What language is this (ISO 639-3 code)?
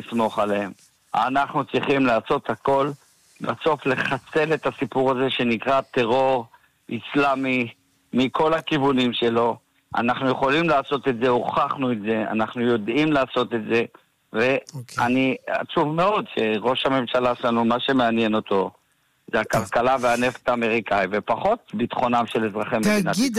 heb